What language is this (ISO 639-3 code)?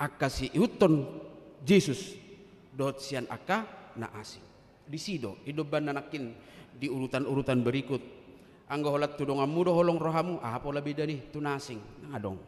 bbc